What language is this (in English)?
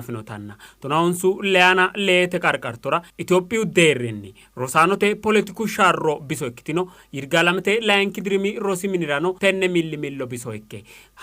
Sidamo